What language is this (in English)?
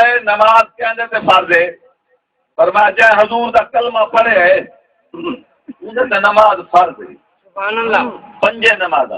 Saraiki